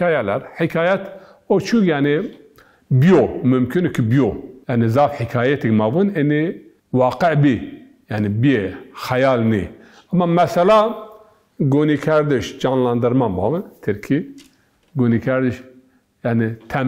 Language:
Zaza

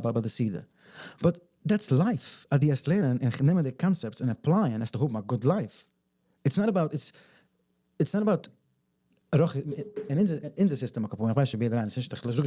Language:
Yiddish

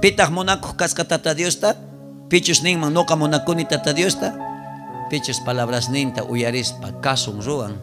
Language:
South Bolivian Quechua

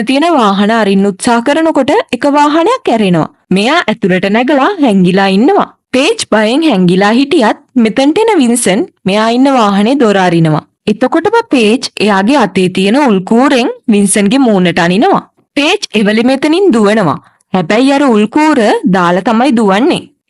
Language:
Sinhala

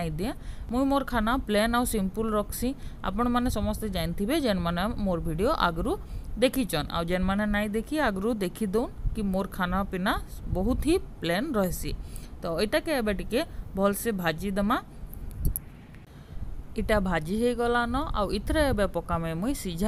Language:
Sambalpuri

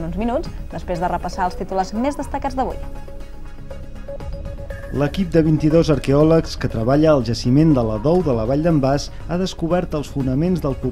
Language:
Catalan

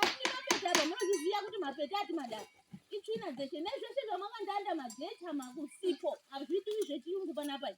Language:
Ndau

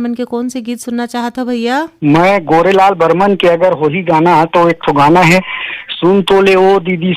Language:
Chhattisgarhi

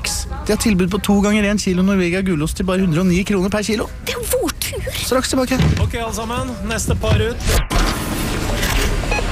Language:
Norwegian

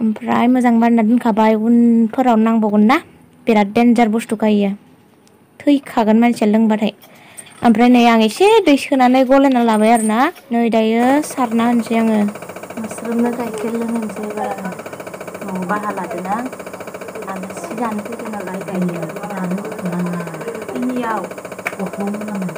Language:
Bodo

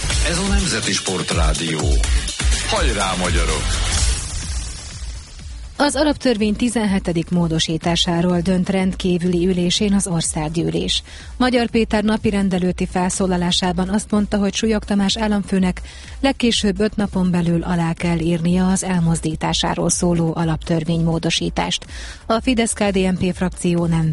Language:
Hungarian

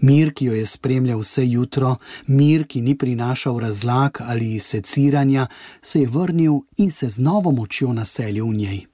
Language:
Slovenian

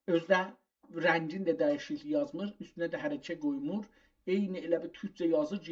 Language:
South Azerbaijani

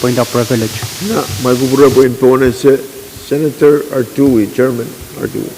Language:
Pohnpeian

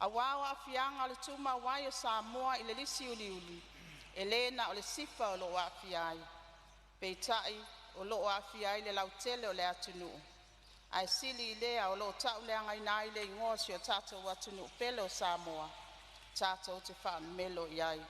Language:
Samoan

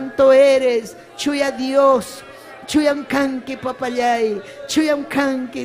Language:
Ayacucho Quechua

